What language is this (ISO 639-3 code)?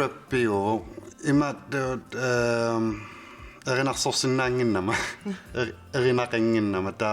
kal